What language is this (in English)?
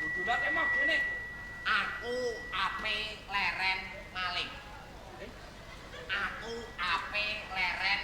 Javanese